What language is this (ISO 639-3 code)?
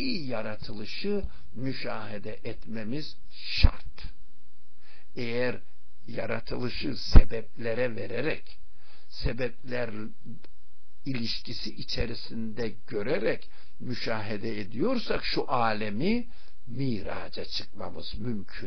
tur